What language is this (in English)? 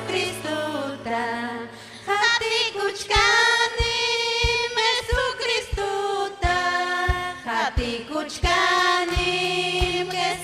Ayacucho Quechua